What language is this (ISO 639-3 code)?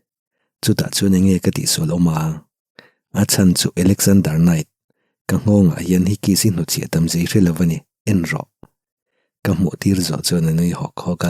lus